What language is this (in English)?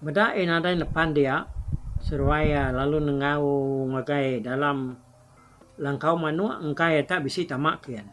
Iban